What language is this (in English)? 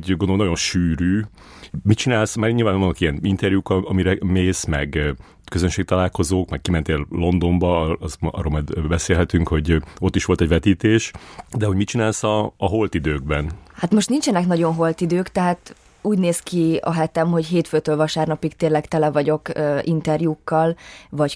Hungarian